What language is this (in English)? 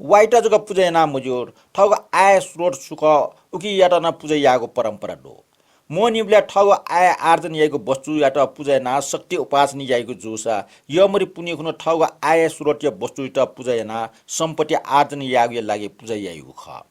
Newari